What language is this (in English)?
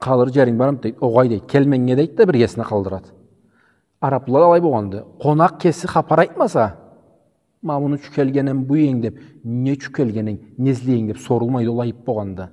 Karachay-Balkar